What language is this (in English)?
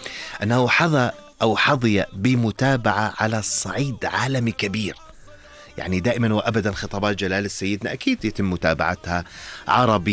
North Levantine Arabic